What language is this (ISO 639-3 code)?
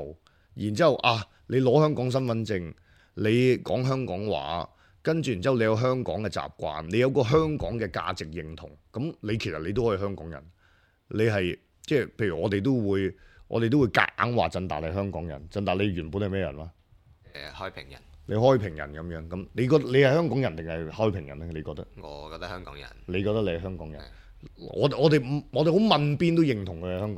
yue